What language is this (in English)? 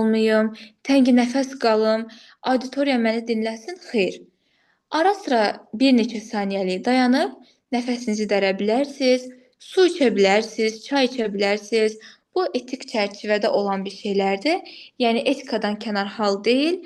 Azerbaijani